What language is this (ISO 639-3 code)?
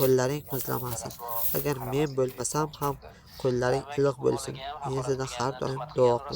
uzb